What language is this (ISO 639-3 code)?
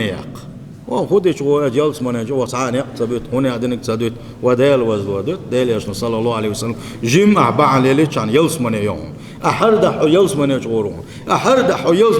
che